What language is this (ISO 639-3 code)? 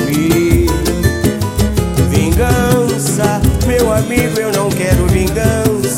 por